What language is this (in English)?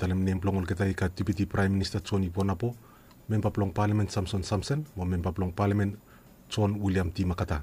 Bislama